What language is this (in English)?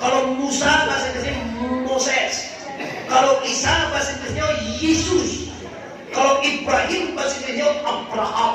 Minangkabau